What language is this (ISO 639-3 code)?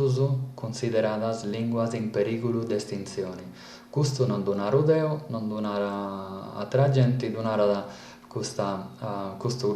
srd